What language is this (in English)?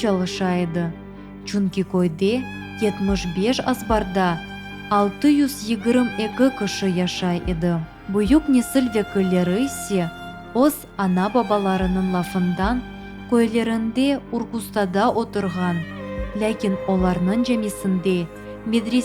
Crimean Tatar